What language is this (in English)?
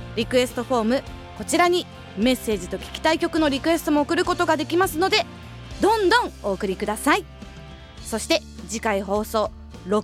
Japanese